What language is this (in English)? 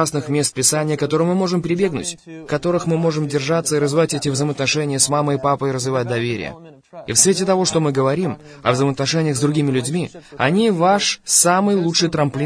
Russian